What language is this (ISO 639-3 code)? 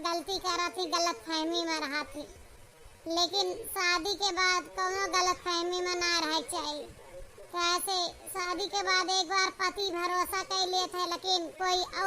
awa